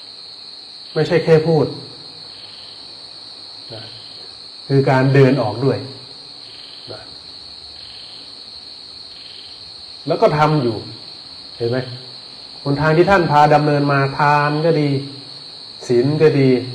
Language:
Thai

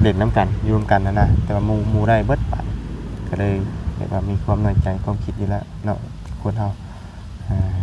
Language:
Lao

